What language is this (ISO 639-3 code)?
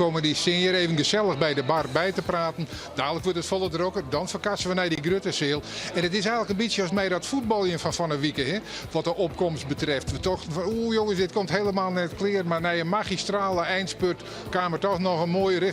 fry